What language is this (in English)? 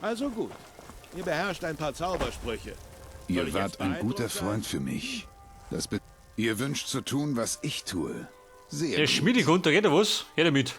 Bavarian